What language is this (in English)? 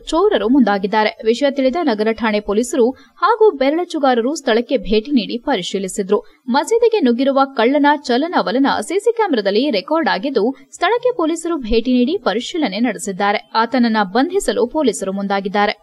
Kannada